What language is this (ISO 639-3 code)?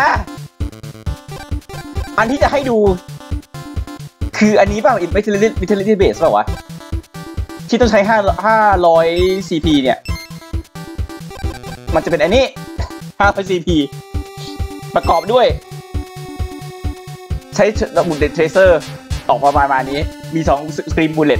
tha